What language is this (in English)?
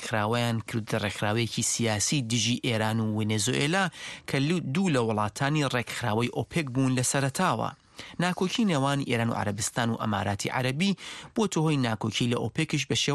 Central Kurdish